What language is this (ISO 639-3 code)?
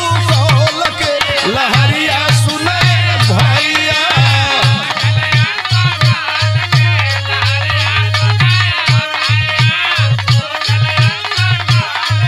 bho